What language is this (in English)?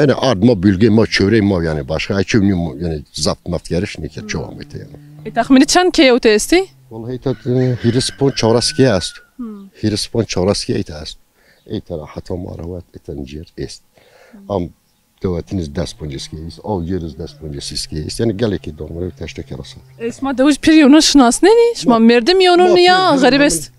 Zaza